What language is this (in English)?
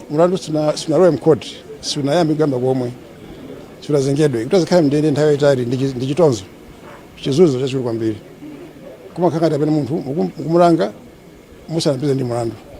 Nyanja